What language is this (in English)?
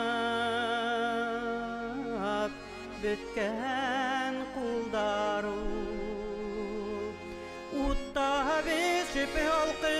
Bashkir